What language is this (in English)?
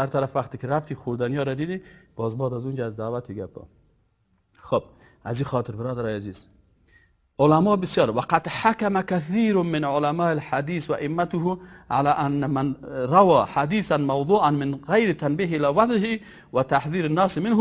Persian